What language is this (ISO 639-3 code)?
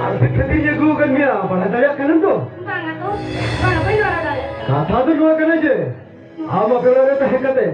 sat